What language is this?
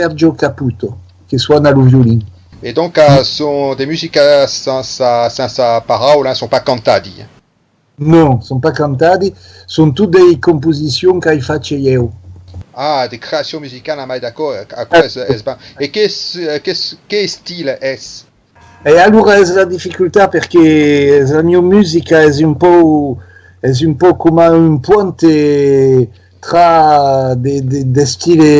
Occitan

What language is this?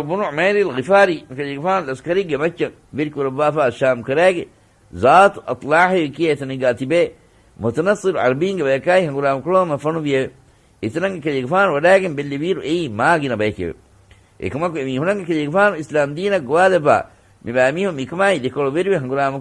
Divehi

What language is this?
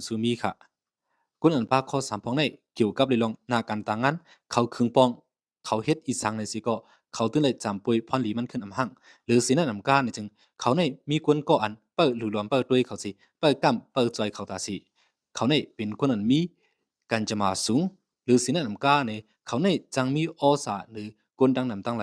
Shan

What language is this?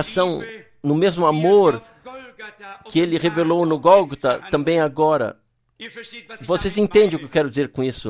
Portuguese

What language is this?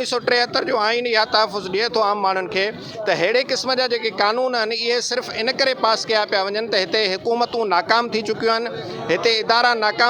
Sindhi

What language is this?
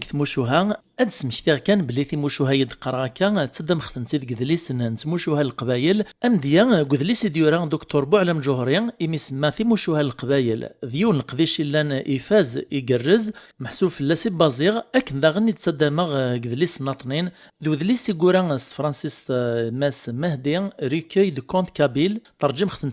Kabyle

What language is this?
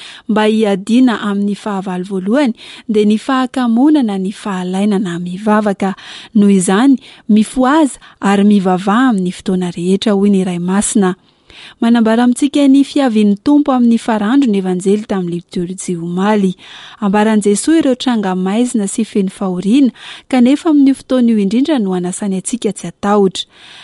Malagasy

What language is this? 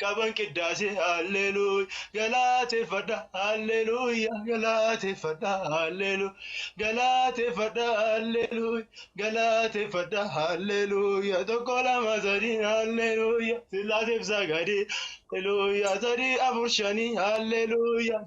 Oromo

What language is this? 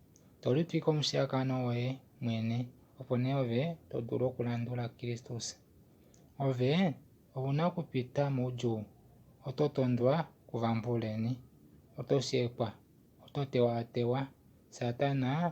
Kuanyama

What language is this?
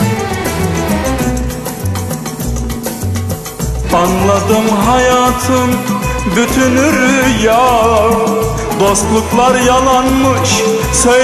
Turkish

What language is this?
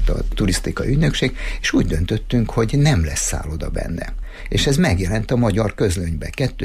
Hungarian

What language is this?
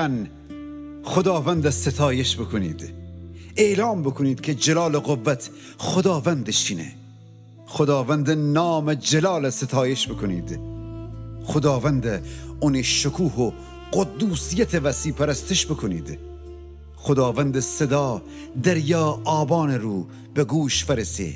Gilaki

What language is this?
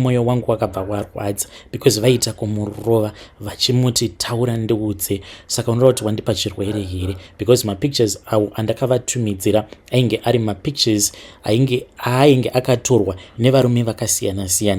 Shona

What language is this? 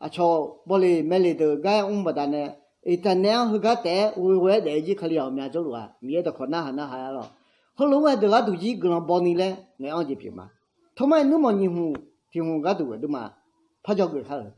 Akha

